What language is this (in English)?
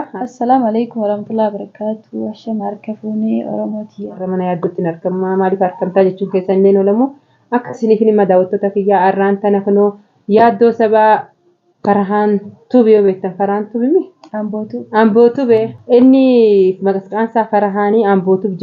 Oromo